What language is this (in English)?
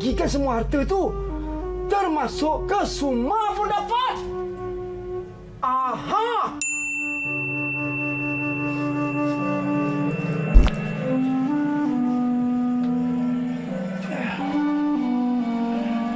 Malay